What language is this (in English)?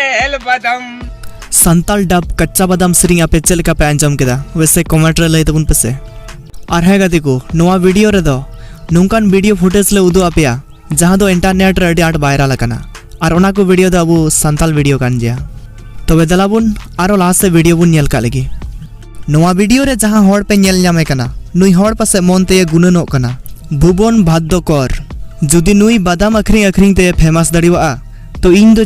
Santali